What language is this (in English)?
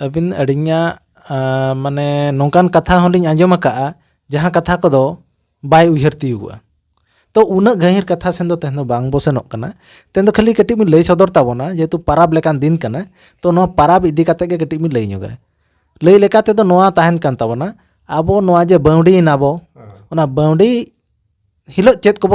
Santali